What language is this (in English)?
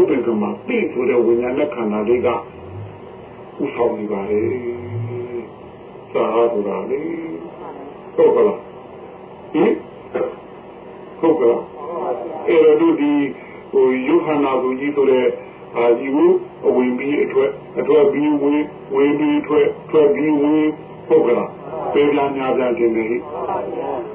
Burmese